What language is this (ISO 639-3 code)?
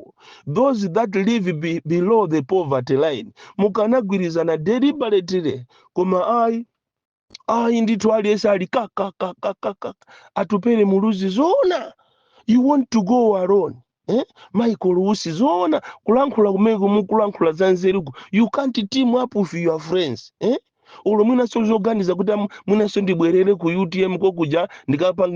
nya